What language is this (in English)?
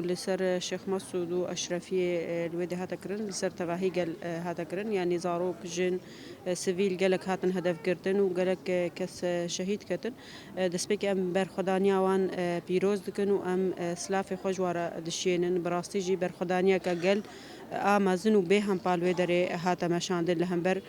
Kurdish